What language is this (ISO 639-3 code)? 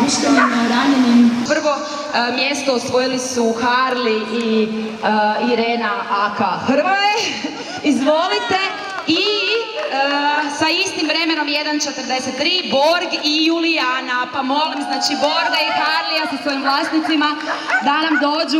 hrv